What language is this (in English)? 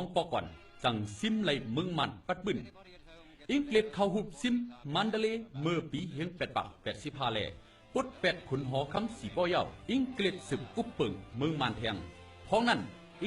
Shan